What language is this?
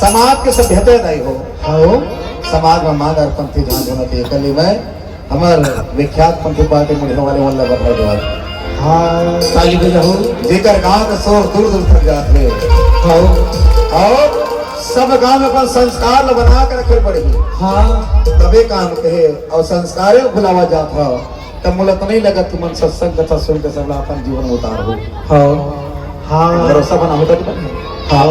Chhattisgarhi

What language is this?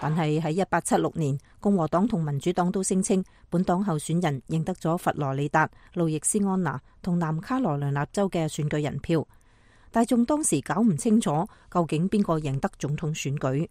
Cantonese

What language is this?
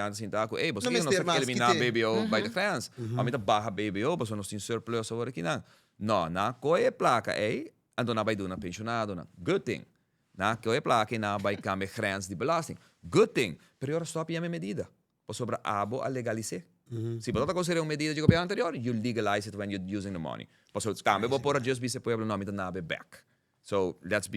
Papiamento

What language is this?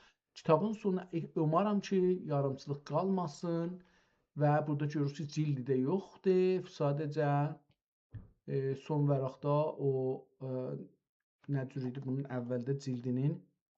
South Azerbaijani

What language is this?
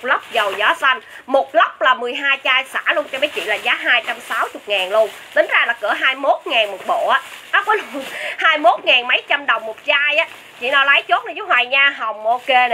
Vietnamese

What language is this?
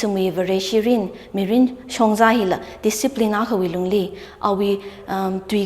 Tangkhul Naga (India)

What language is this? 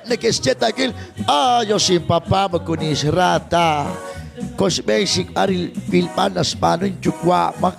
Kekchí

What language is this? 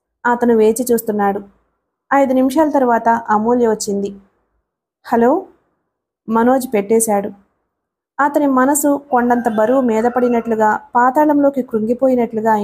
Telugu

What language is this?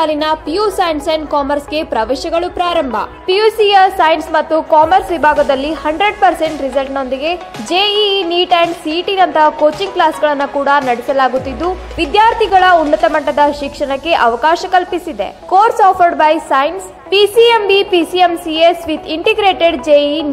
Kannada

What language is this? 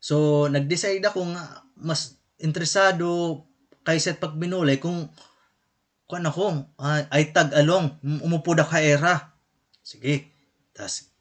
Waray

